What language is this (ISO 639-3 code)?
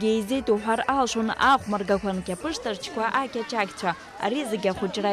abk